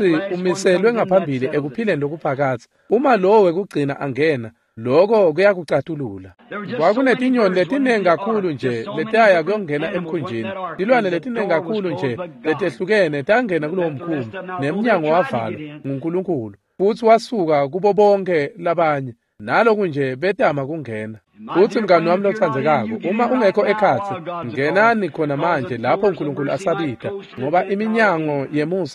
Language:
Swati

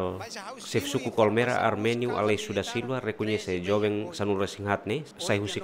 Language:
Tetum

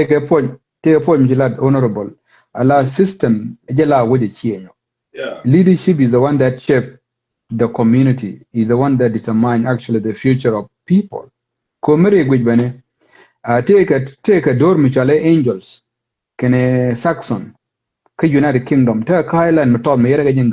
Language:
Nuer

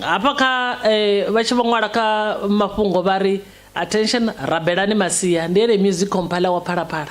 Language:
Venda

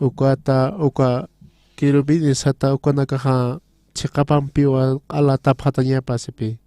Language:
Aymara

